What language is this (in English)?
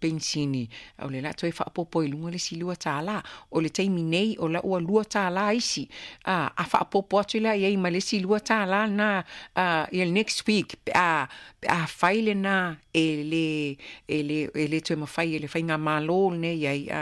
Samoan